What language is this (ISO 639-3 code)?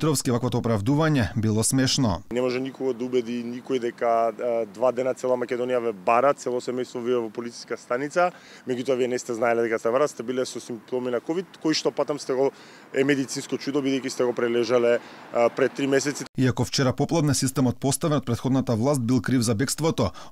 mkd